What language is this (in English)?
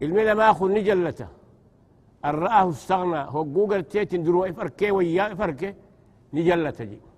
Oromo